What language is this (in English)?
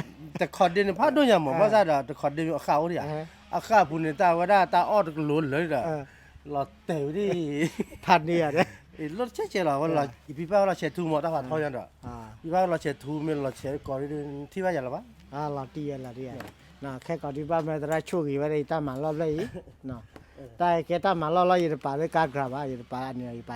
S'gaw Karen